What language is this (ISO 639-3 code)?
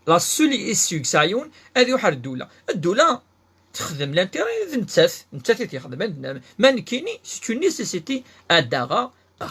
kab